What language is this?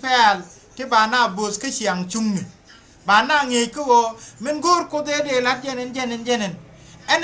Nuer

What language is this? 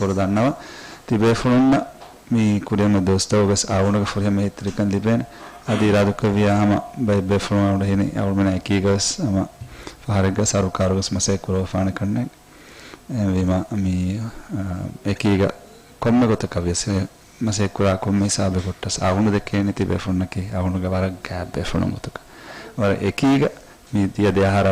Divehi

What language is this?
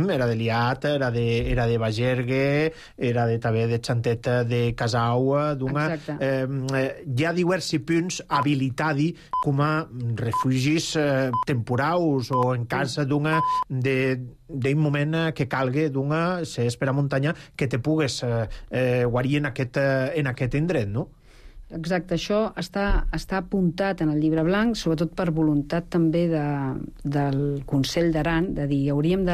Catalan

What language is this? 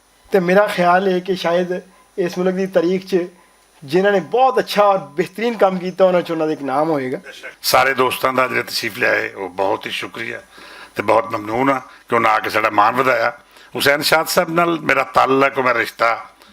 Western Panjabi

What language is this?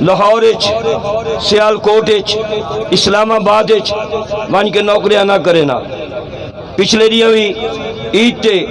Saraiki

